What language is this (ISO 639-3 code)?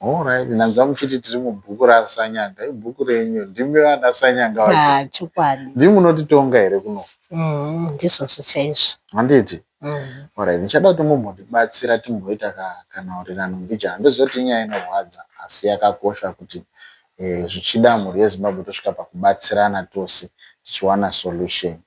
sna